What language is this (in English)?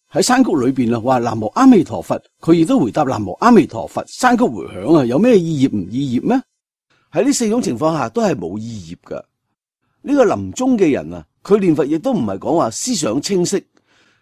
Cantonese